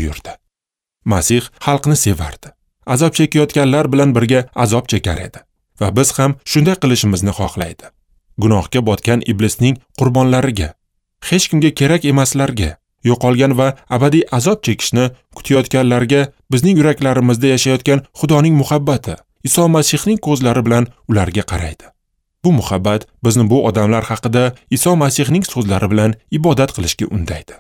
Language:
Uzbek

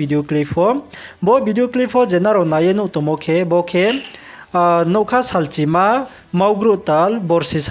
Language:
Riang (India)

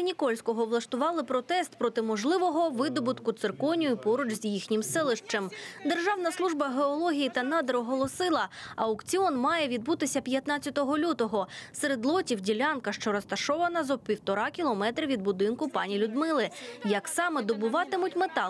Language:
Ukrainian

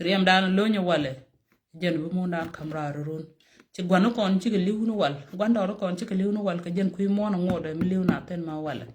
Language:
Nuer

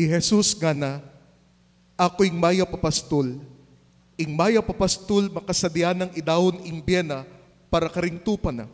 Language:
Pampanga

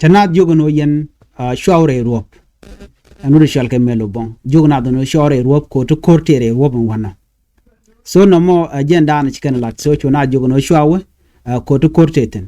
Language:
Nuer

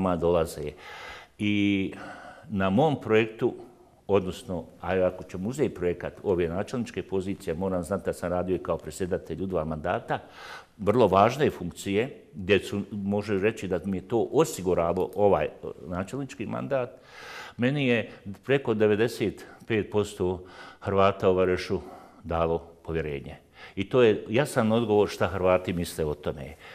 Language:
Bosnian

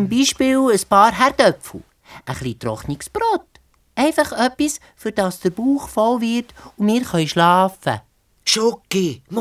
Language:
Swiss German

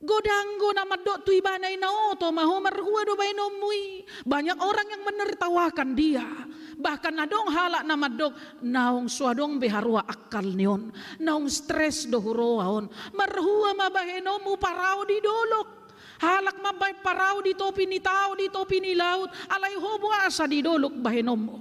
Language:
Batak Toba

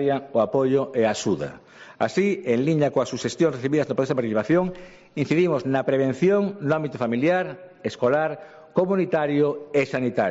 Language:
Galician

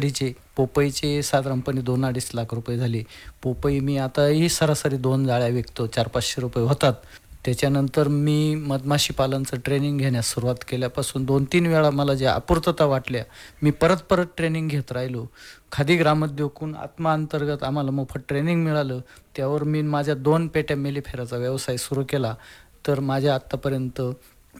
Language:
Marathi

